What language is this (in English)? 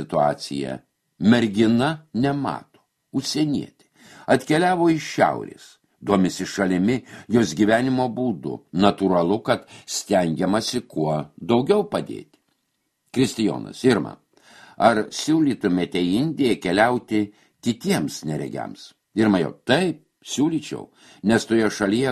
Lithuanian